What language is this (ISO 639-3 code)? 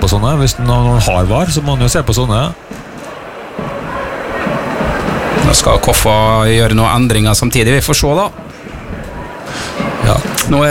nor